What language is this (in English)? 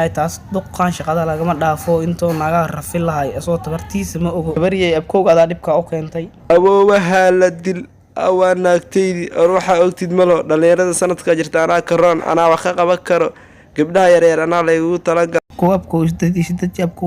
Somali